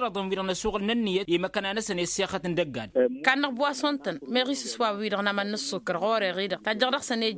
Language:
Tamasheq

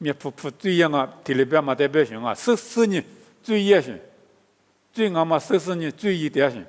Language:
Lisu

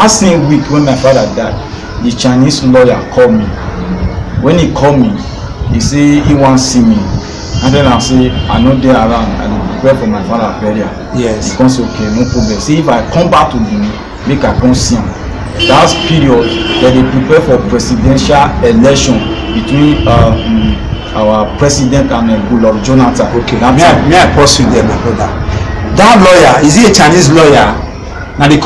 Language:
Nigerian Pidgin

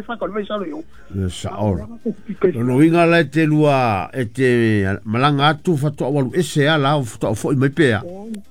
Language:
Samoan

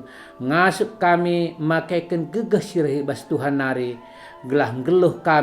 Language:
Batak Karo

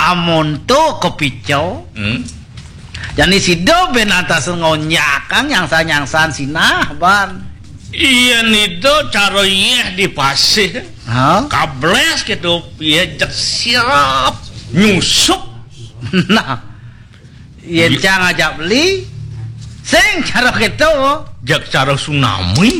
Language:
Balinese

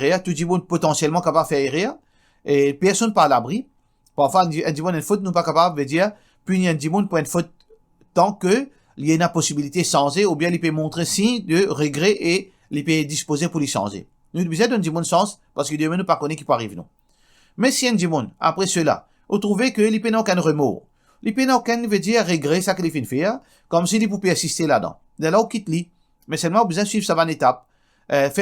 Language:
Morisyen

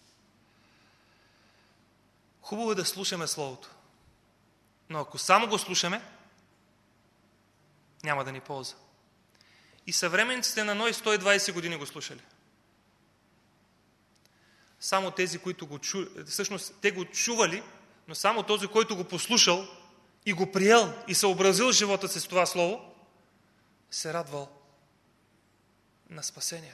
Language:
Bulgarian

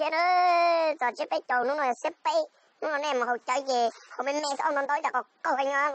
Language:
Hmong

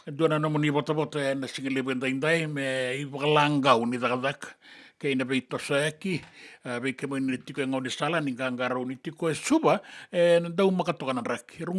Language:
Fijian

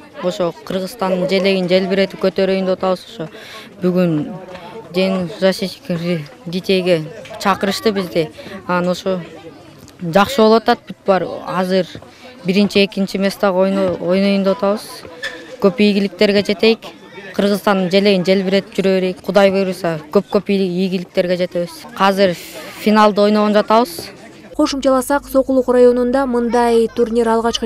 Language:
Kyrgyz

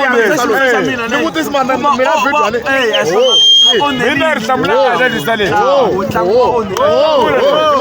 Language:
Tsonga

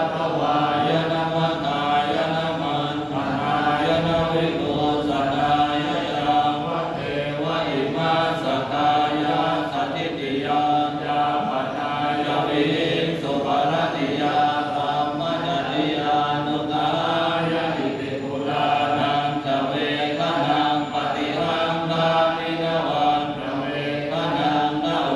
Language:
Pali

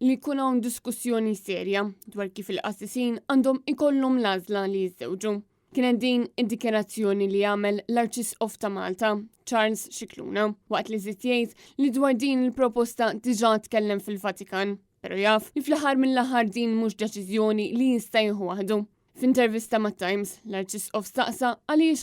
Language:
Maltese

